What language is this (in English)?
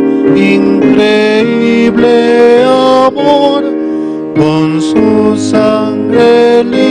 Aymara